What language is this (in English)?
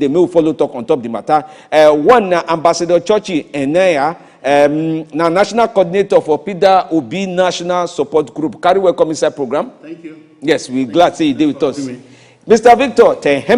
Nigerian Pidgin